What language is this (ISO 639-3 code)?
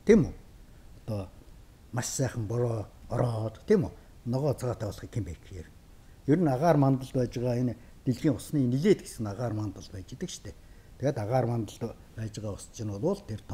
mon